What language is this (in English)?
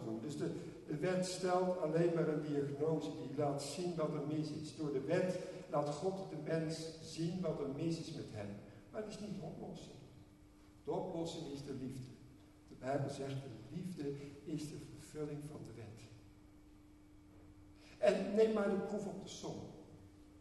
Dutch